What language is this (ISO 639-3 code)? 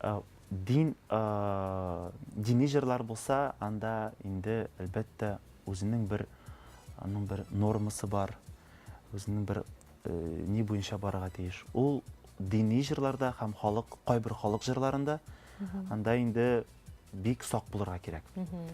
tat